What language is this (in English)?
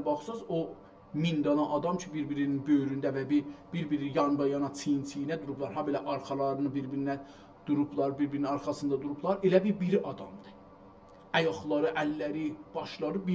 South Azerbaijani